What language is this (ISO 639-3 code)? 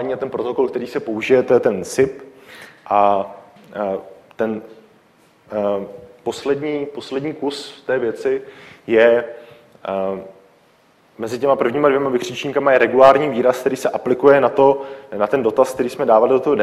ces